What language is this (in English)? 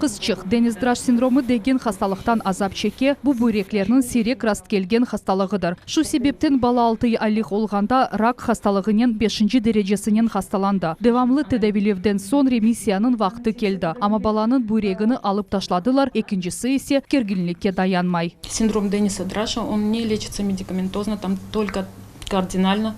Crimean Tatar